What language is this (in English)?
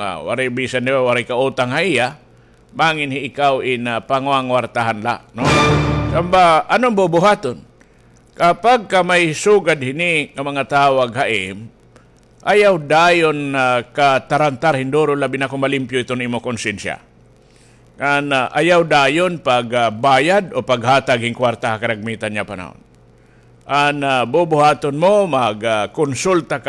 Waray